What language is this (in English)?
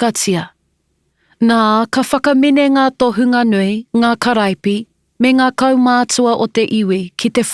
Māori